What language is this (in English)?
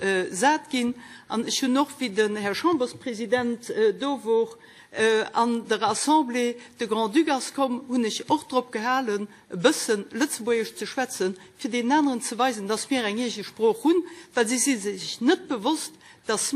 Luxembourgish